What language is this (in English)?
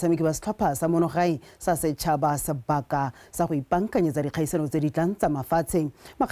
Tswana